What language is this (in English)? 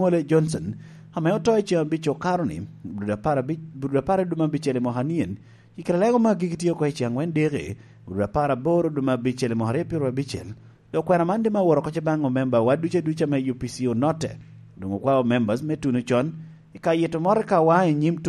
Lango (Uganda)